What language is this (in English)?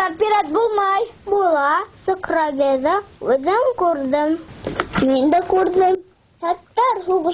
Bashkir